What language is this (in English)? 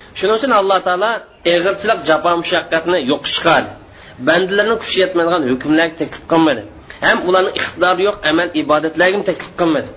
Uyghur